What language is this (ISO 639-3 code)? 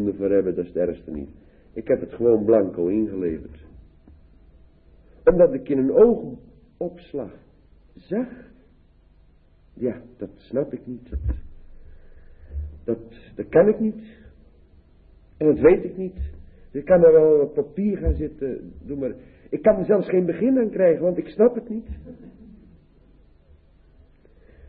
nld